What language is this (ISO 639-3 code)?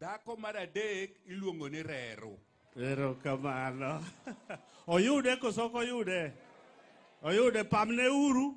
luo